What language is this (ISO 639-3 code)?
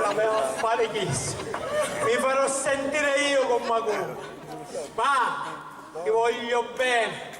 scn